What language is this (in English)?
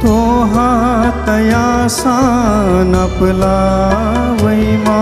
Newari